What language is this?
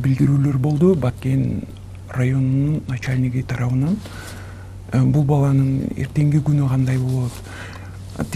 Kyrgyz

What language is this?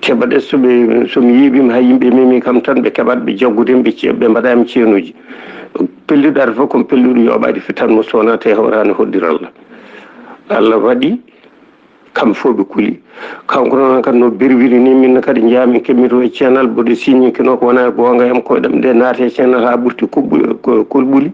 Fula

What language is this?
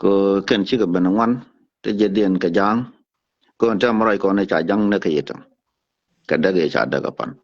Nuer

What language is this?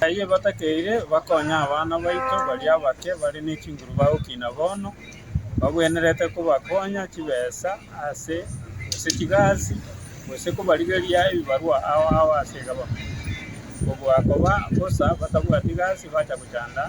Gusii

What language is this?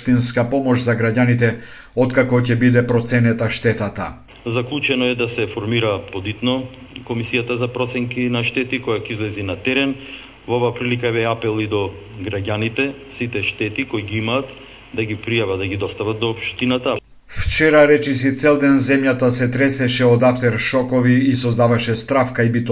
Macedonian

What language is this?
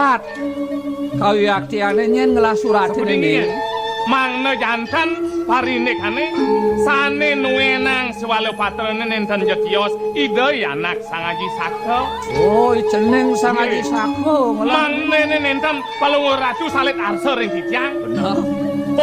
Balinese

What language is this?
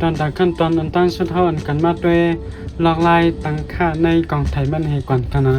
Shan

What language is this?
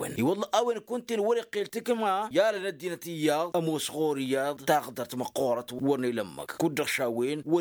Tamasheq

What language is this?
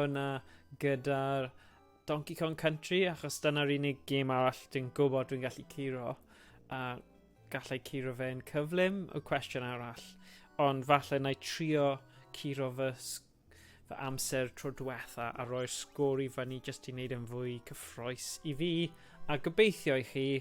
Welsh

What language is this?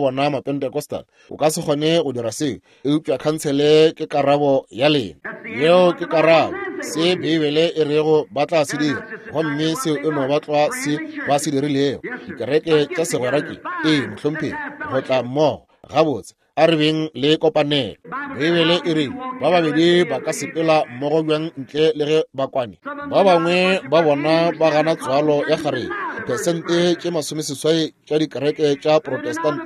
Northern Sotho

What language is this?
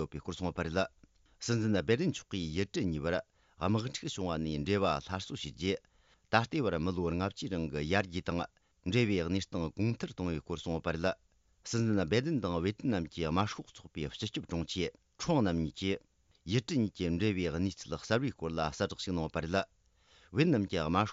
Tibetan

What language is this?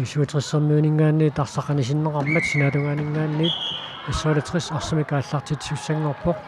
Kalaallisut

